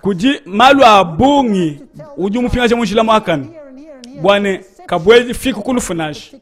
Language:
Luba-Lulua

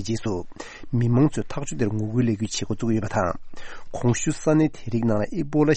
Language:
Tibetan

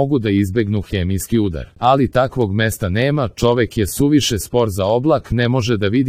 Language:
Serbian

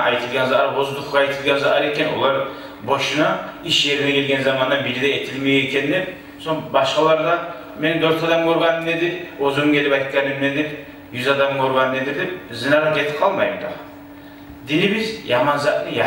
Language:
Kumyk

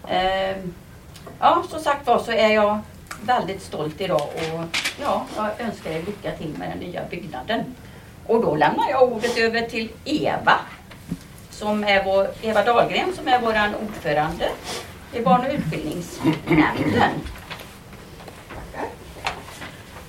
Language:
Swedish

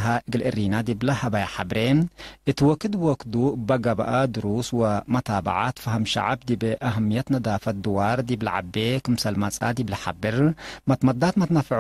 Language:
Tigre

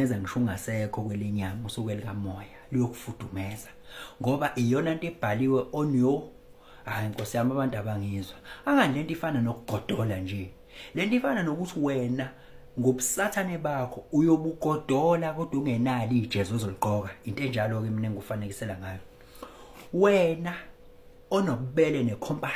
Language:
Zulu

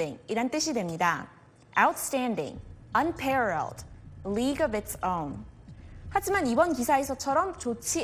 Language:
Korean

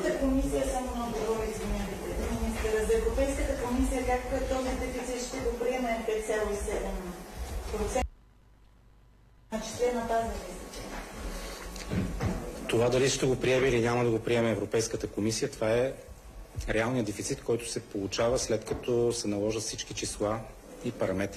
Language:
Bulgarian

